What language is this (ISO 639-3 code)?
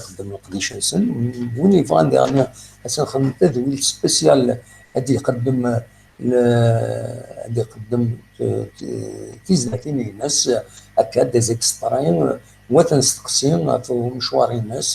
kab